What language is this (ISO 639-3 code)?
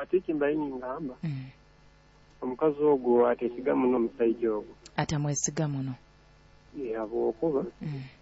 nyo